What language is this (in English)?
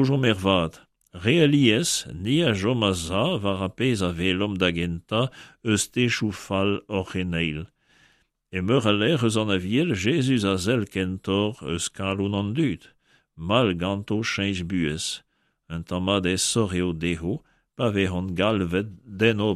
Breton